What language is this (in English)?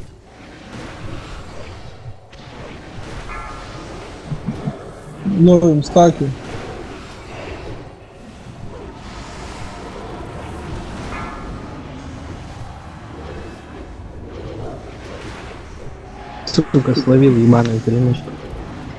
Russian